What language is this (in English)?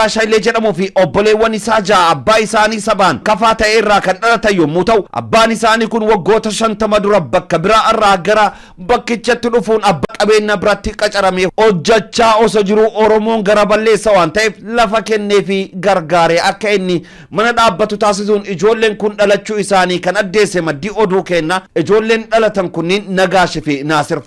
Oromo